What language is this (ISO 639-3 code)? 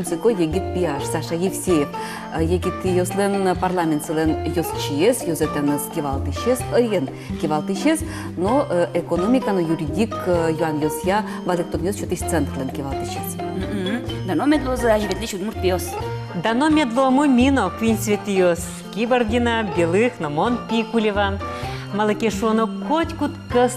udm